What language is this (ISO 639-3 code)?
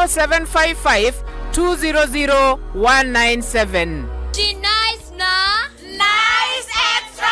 mer